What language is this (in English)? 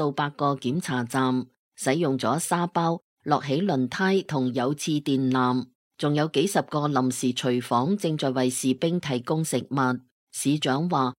Cantonese